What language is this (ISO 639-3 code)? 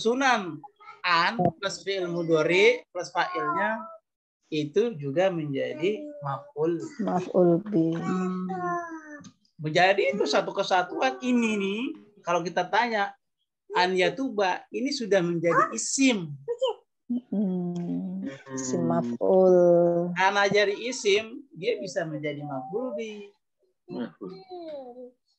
ind